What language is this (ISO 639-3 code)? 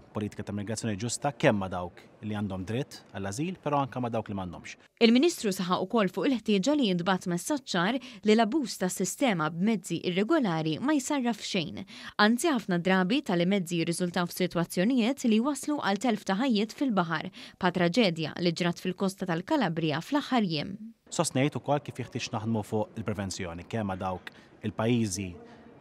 mlt